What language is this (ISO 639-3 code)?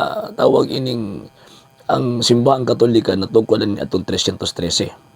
ceb